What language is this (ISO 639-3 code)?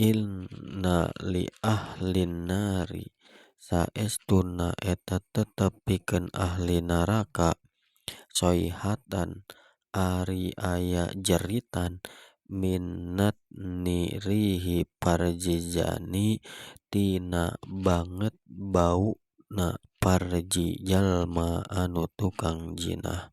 sun